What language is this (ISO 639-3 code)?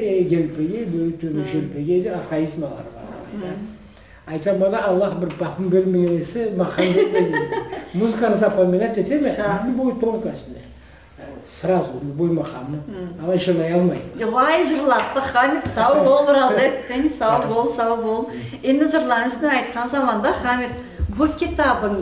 krc